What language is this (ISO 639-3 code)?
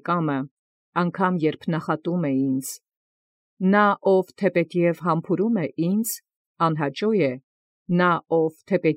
hye